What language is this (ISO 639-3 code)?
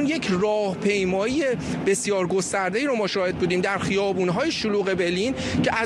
fas